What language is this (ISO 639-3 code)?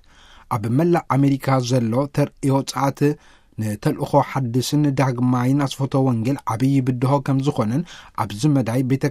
tir